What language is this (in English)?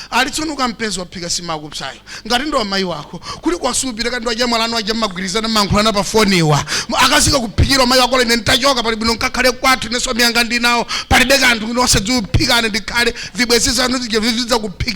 Nyanja